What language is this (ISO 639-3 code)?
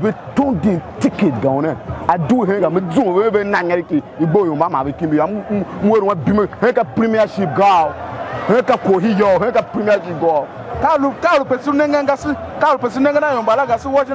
tiv